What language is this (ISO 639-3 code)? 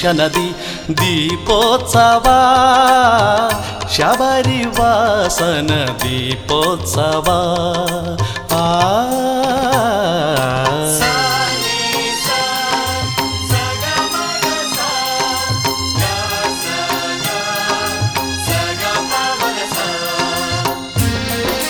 kan